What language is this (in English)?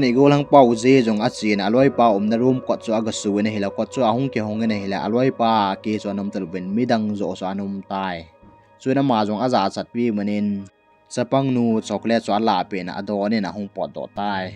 Thado Chin